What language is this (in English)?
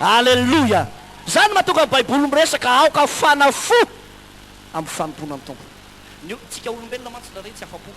Malagasy